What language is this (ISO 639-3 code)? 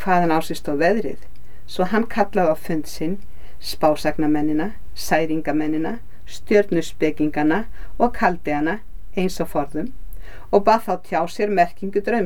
isl